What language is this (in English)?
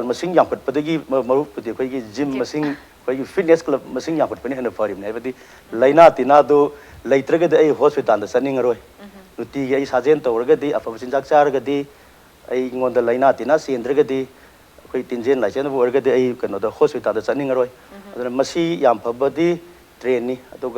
Manipuri